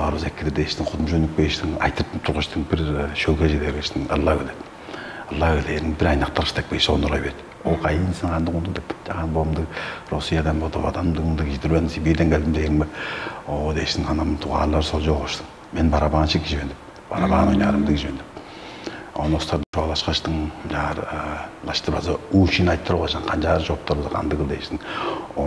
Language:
Tuvinian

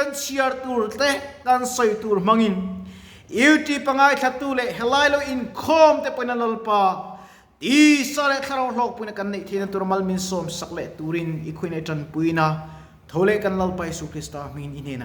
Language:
Mizo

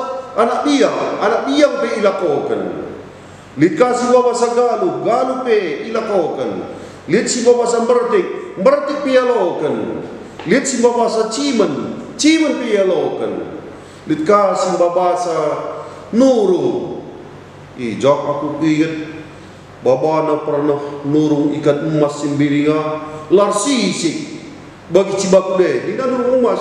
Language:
Batak Karo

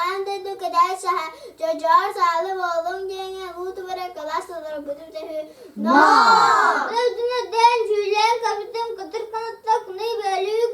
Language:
Yakut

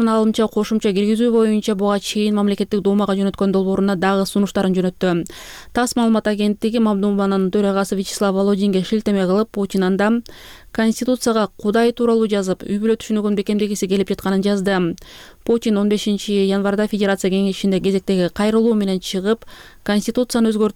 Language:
Kyrgyz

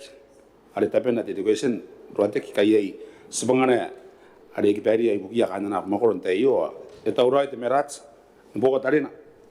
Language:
Gilbertese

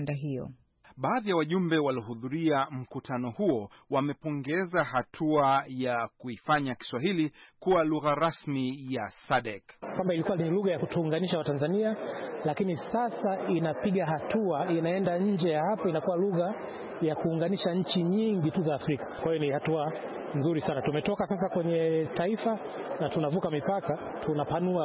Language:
Swahili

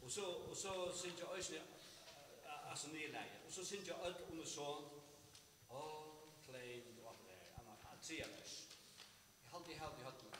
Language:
Faroese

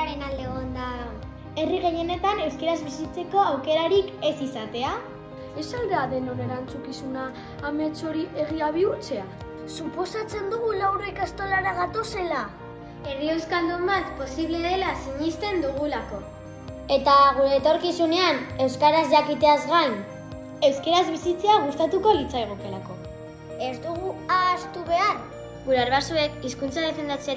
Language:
Basque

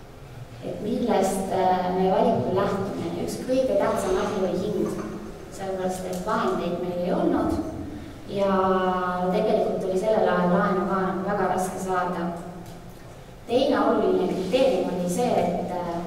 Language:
Estonian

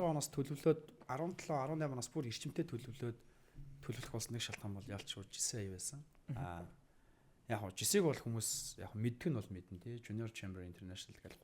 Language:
Mongolian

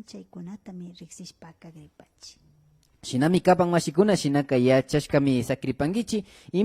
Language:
Imbabura Highland Quichua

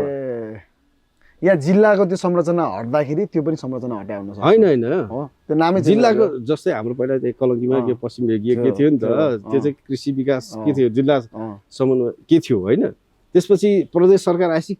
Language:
Nepali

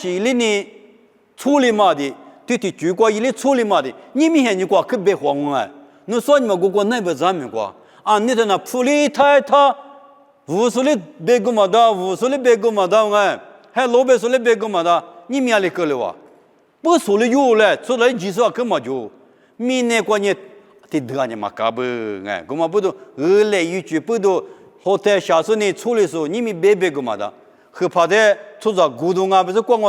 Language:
Lisu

